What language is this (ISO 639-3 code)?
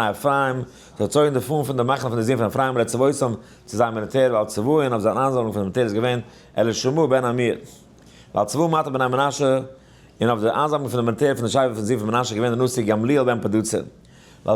yid